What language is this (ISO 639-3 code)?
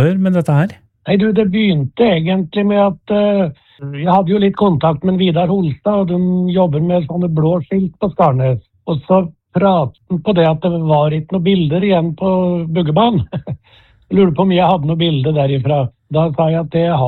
nor